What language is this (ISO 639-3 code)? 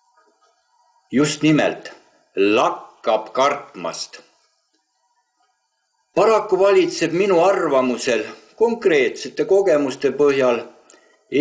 est